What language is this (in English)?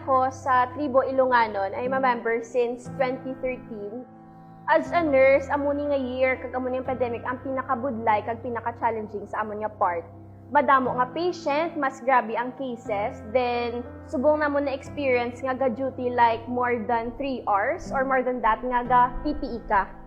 Hiligaynon